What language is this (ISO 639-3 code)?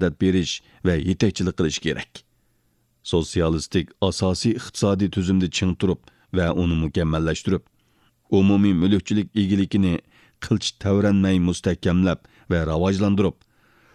uig